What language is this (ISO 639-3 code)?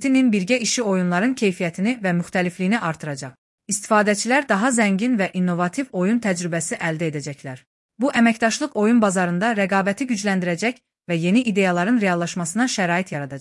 aze